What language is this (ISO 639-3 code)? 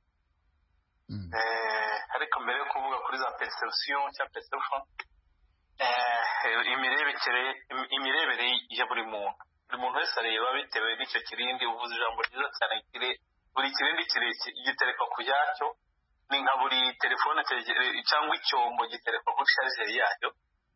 kin